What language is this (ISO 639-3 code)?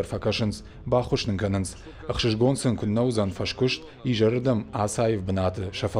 oss